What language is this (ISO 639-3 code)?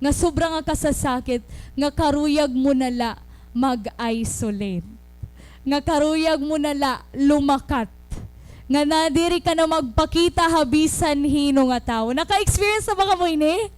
war